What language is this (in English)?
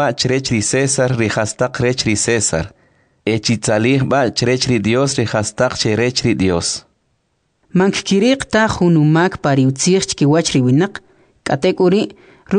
Kʼicheʼ